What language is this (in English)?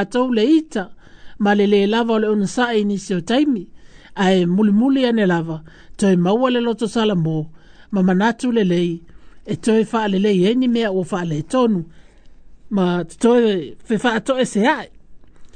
Samoan